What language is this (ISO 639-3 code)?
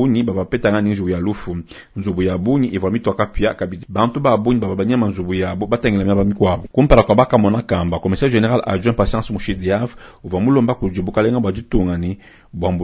lua